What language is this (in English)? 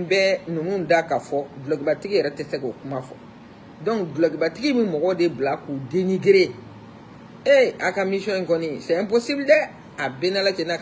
Bambara